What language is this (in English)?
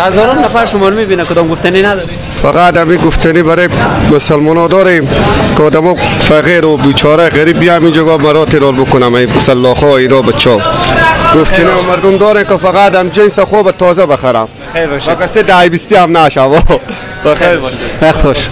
Persian